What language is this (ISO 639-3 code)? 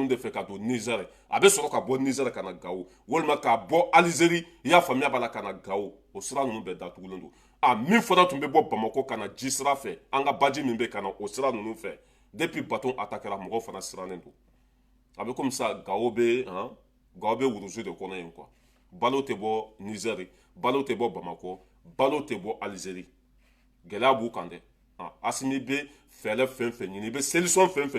bam